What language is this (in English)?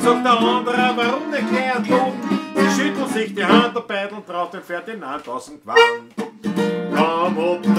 Bavarian